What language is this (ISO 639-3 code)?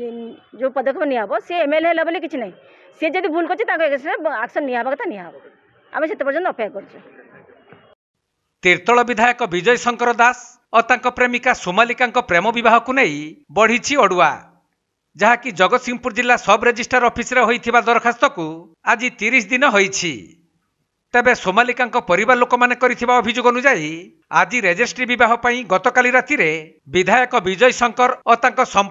ori